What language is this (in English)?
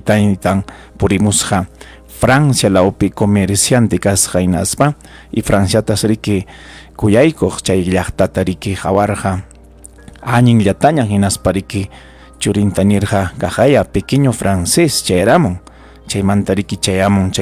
Ayacucho Quechua